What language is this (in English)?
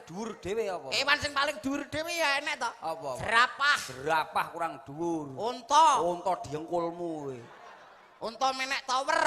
Javanese